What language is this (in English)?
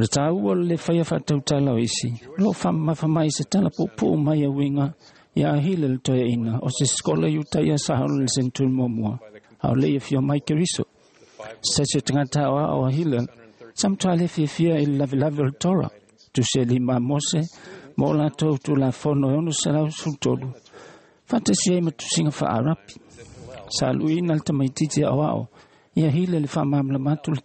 Samoan